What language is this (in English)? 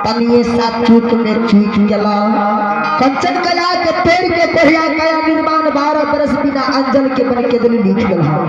Maithili